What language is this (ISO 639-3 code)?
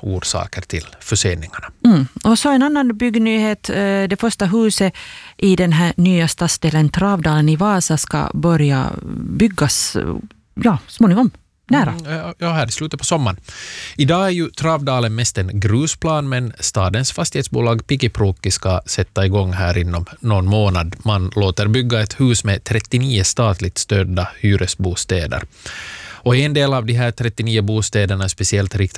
swe